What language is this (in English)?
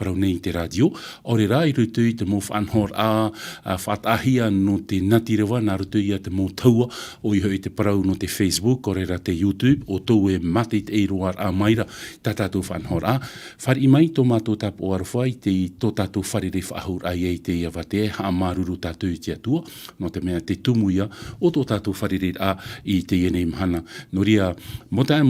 Tahitian